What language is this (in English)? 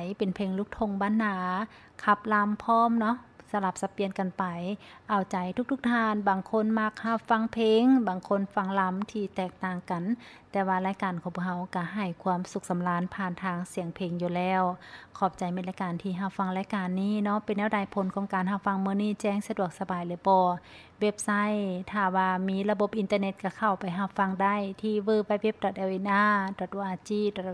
Lao